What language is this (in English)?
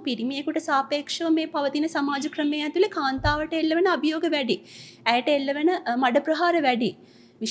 Sinhala